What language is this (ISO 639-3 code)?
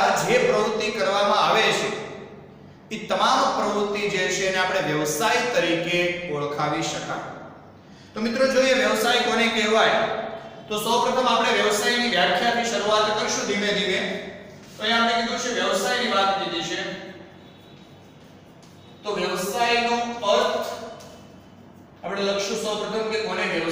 guj